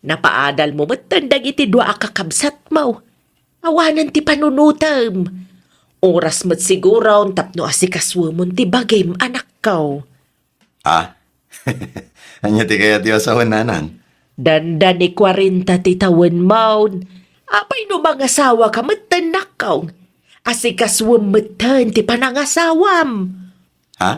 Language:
Iloko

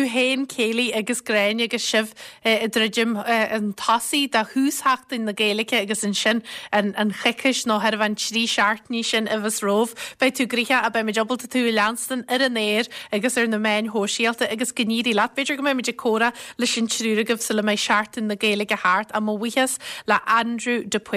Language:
Irish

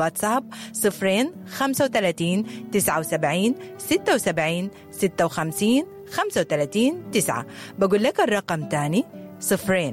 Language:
Sudanese Arabic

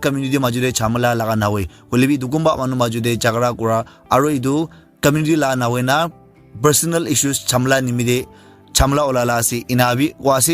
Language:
Naga Pidgin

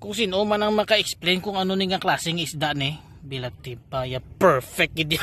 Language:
Hiligaynon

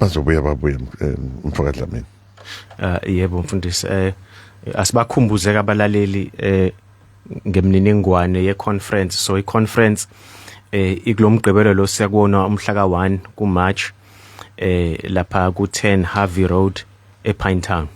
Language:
Zulu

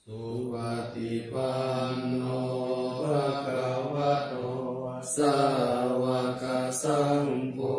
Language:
Pali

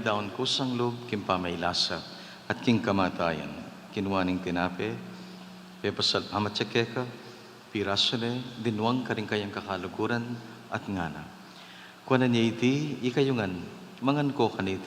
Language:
Pampanga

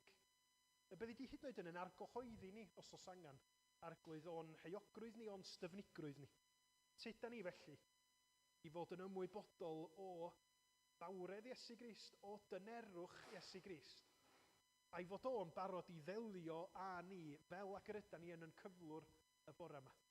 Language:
Welsh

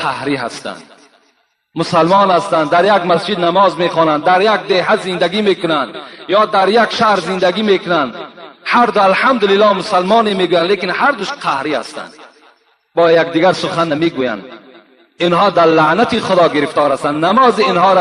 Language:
Tajik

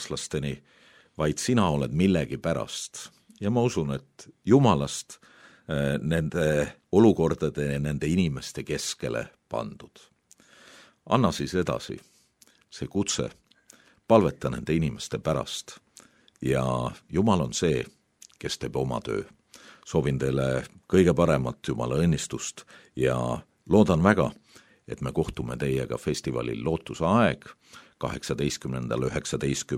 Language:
Estonian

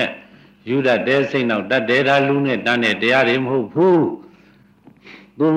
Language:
Burmese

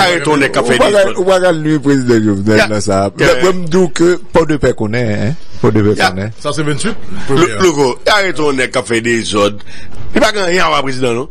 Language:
Haitian Creole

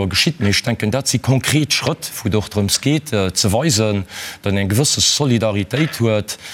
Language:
Luxembourgish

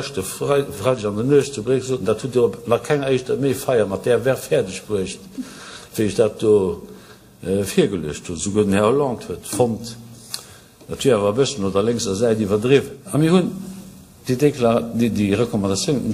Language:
Luxembourgish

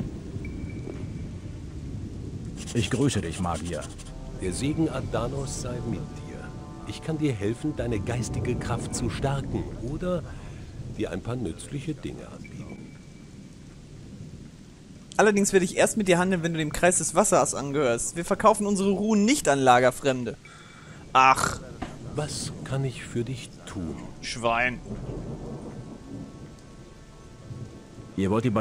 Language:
German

